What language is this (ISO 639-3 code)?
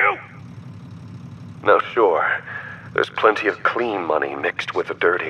eng